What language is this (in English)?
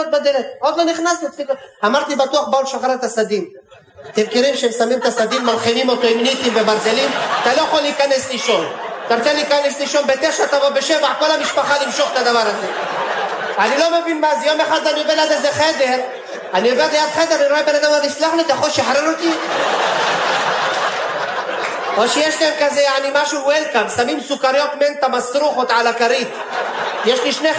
Hebrew